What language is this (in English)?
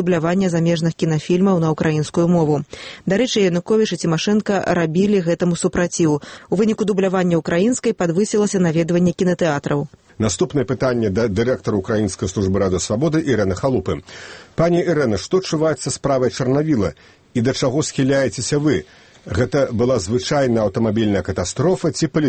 Belarusian